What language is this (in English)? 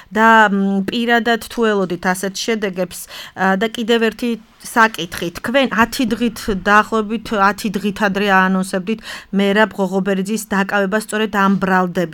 Georgian